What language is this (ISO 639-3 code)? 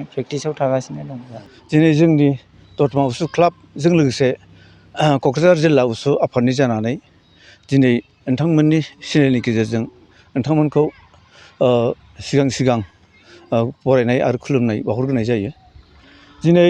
brx